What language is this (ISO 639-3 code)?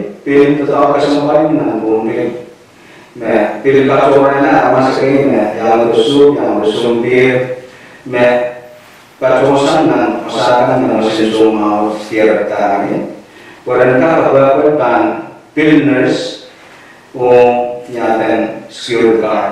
pon